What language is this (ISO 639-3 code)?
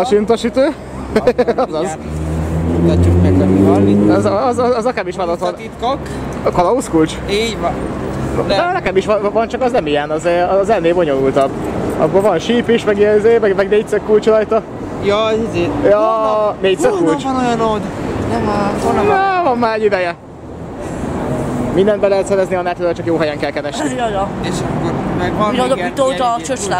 hun